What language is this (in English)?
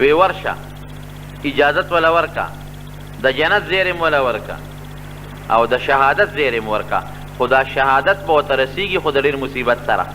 Pashto